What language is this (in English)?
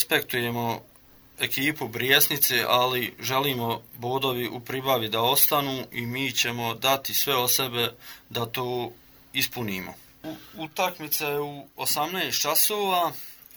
Bosnian